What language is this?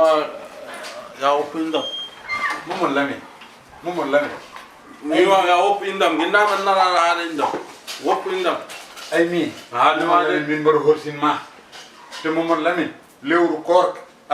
Fula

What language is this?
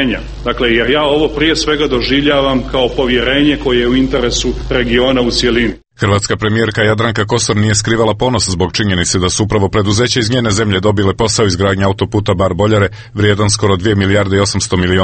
Serbian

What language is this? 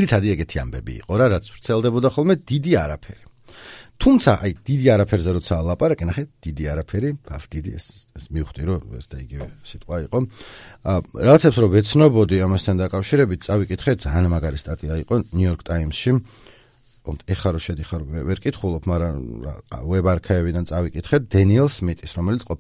Georgian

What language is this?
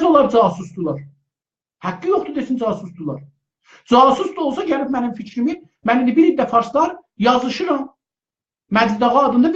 South Azerbaijani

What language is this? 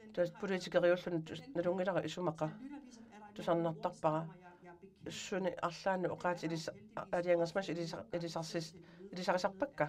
Kalaallisut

